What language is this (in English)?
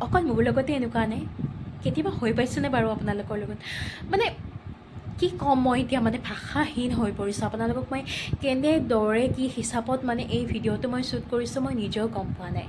Assamese